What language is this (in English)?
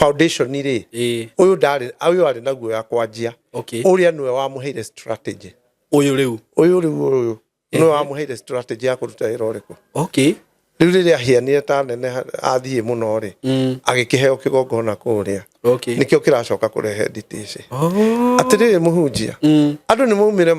Kikuyu